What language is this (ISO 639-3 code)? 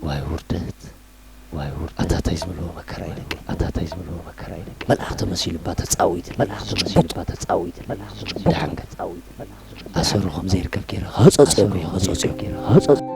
tir